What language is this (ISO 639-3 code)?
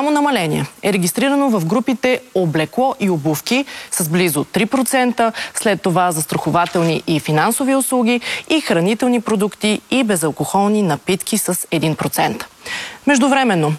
bul